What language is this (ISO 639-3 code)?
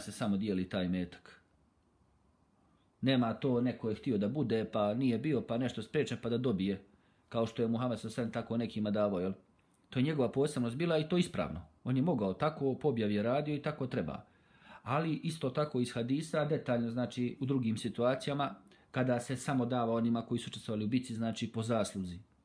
bos